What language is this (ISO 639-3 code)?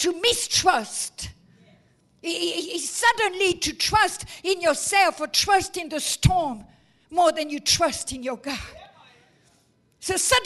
eng